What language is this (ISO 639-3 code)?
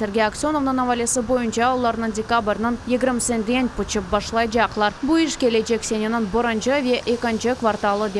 crh